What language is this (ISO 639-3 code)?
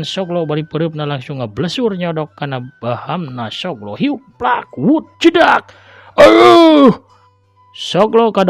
sun